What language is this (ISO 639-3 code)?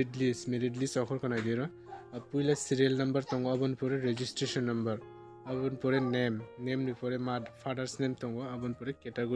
trp